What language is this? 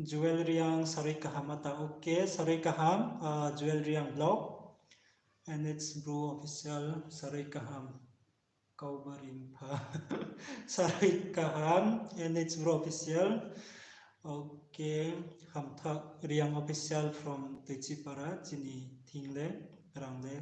Riang (India)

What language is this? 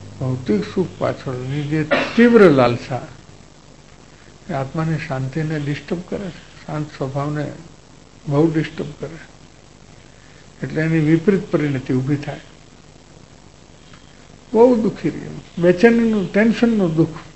Gujarati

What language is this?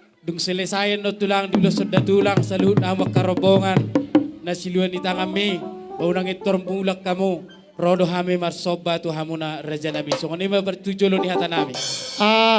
Batak Toba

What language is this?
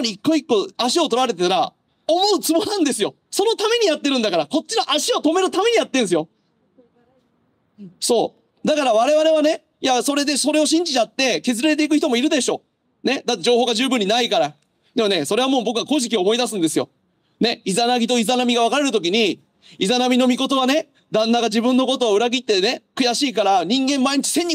Japanese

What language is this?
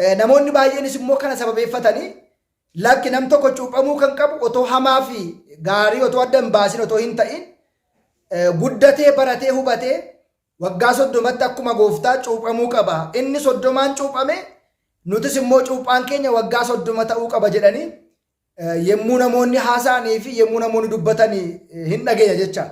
Oromo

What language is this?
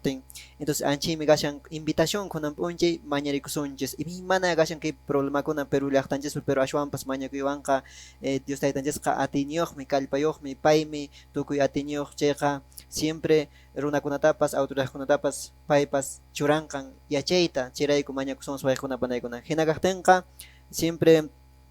Quechua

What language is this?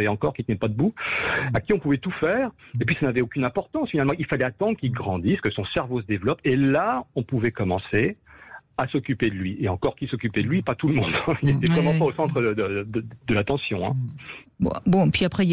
French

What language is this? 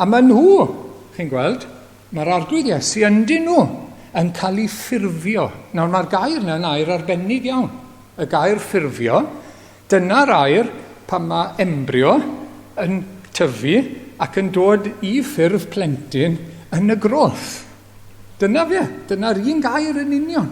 Welsh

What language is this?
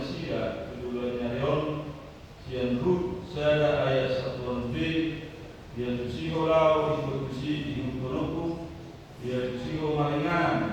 Batak Toba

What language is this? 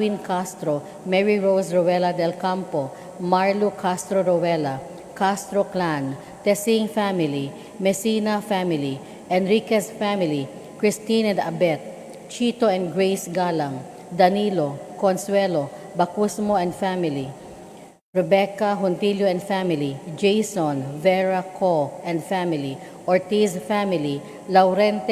Cebuano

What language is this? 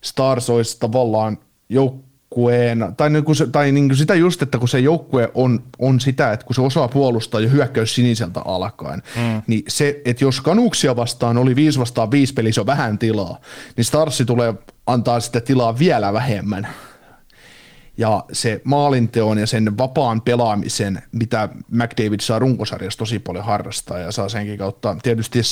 Finnish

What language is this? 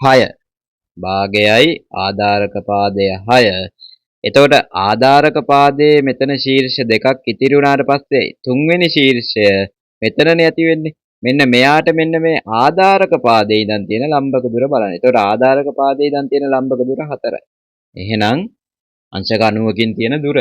Sinhala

